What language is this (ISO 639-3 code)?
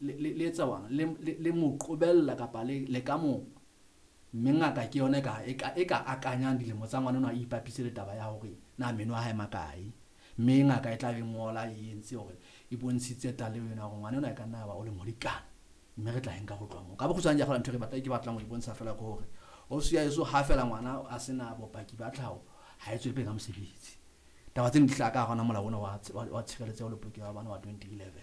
sot